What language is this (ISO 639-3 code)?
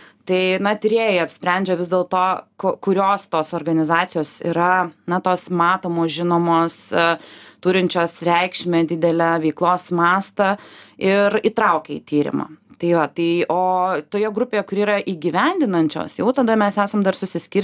lit